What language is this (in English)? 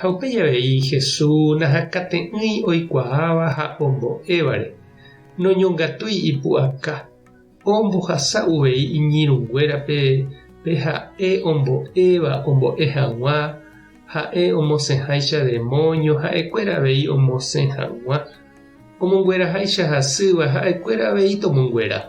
Guarani